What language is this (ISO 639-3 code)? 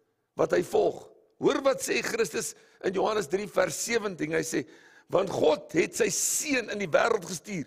afr